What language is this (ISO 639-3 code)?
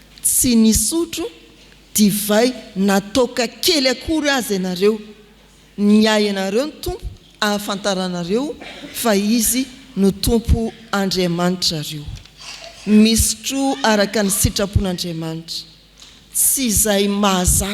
mlg